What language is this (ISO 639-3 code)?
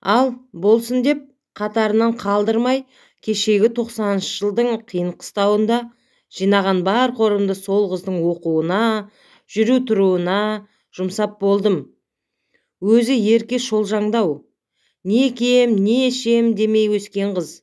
kaz